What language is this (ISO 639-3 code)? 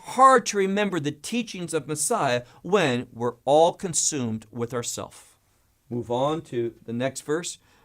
eng